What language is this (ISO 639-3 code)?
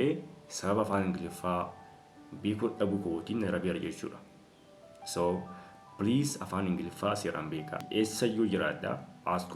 orm